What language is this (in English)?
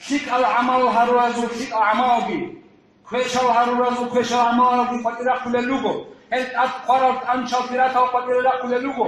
Avaric